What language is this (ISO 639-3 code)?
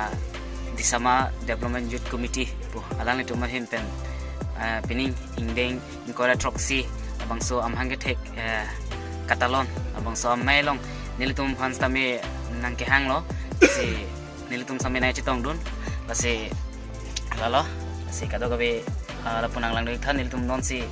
mjw